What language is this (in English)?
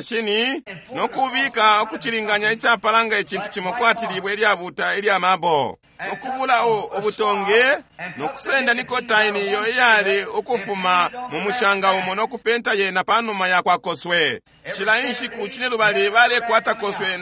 Bemba